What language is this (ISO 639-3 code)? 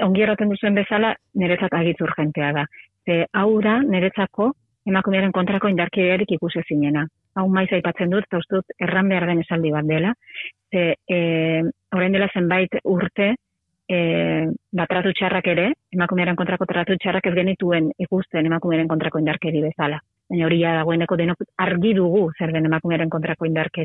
eus